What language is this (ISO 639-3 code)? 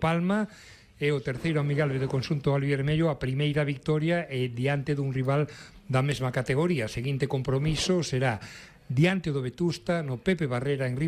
glg